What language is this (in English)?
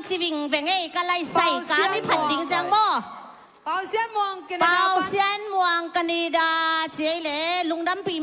Tedim Chin